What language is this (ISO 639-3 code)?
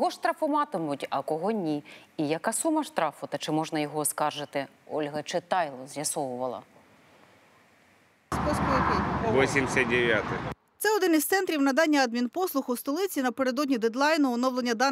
ukr